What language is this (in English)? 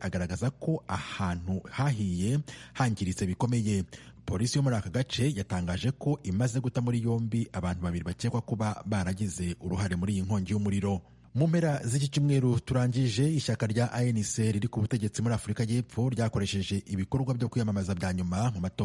Kinyarwanda